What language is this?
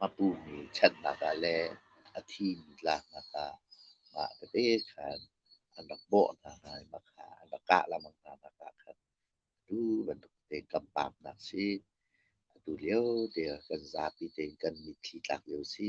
Hakha Chin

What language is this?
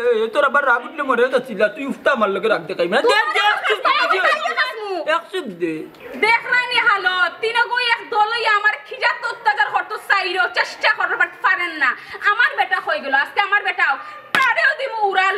Sylheti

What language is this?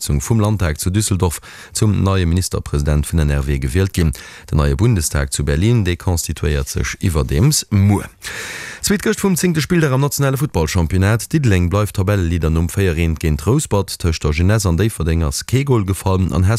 Luxembourgish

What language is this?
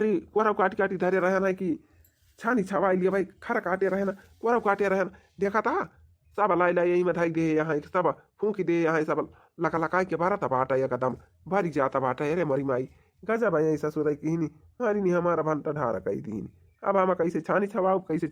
Awadhi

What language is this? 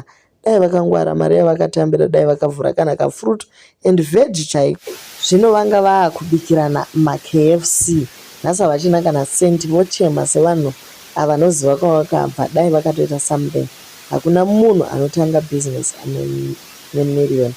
Shona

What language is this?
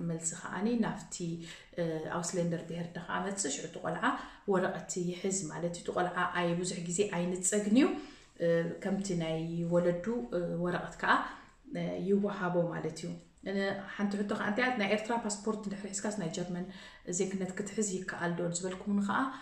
Tigrinya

